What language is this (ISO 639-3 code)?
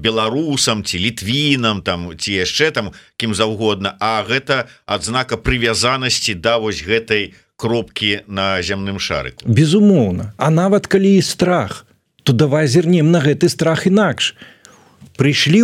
bel